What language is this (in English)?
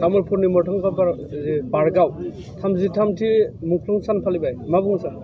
Bodo